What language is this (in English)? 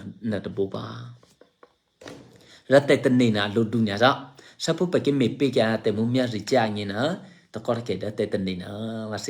Eastern Kayah